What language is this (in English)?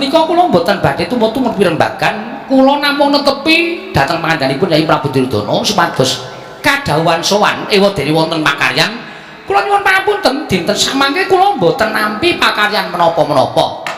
Javanese